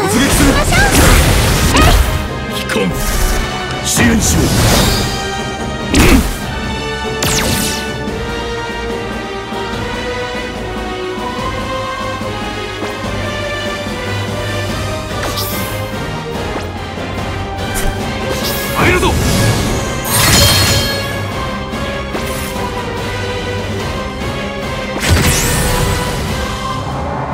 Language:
Japanese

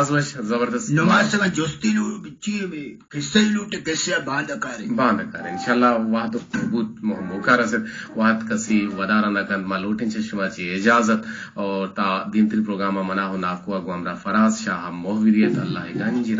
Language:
Eastern Balochi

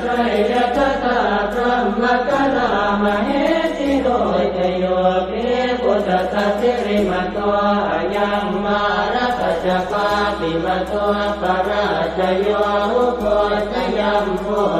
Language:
Pali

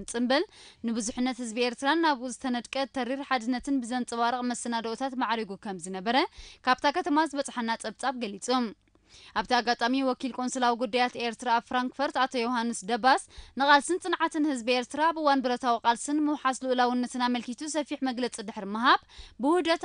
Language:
Tigrinya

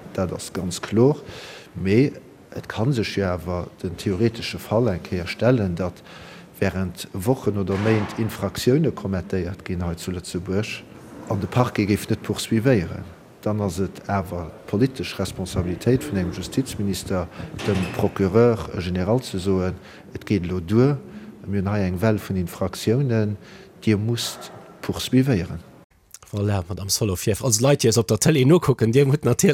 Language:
Luxembourgish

